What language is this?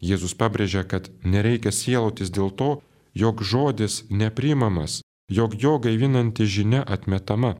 Lithuanian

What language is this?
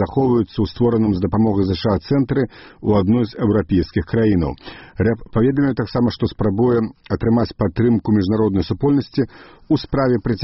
Belarusian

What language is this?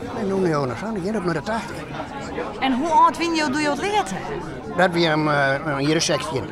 Western Frisian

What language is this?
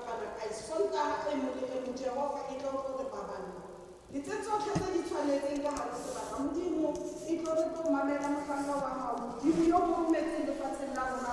Tswana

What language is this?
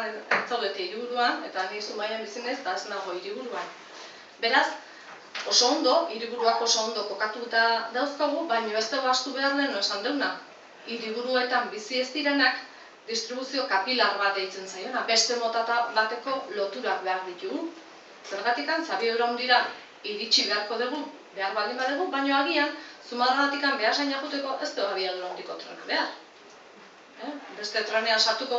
Basque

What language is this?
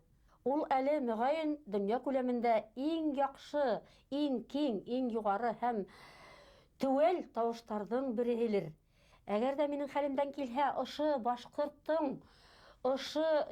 Bashkir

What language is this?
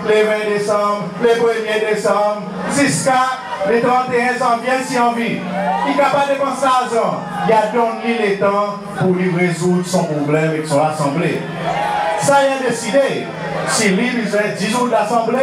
Seselwa Creole French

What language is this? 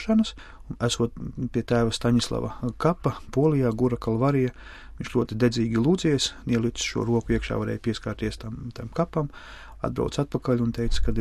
Latvian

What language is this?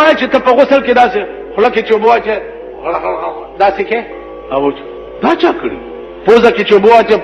Pashto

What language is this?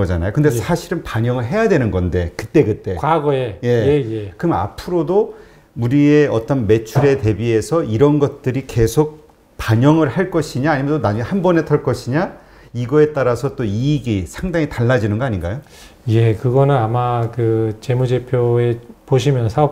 Korean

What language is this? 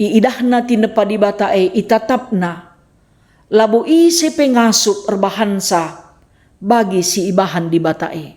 Batak Karo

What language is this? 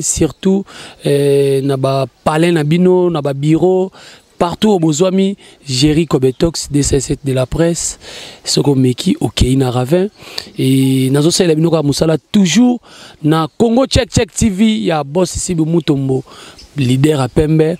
Lingala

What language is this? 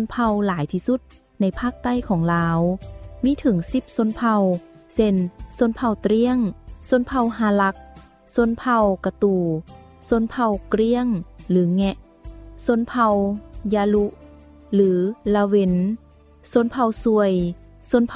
Lao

